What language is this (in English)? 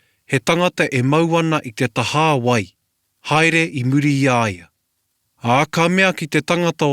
Māori